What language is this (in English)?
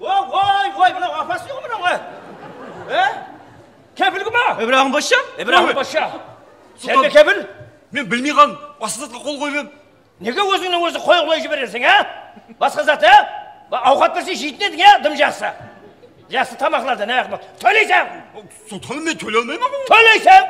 Kara-Kalpak